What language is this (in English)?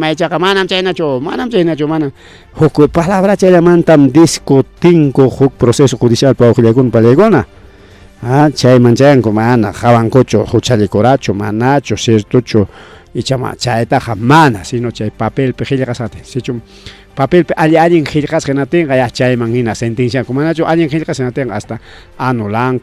Ayacucho Quechua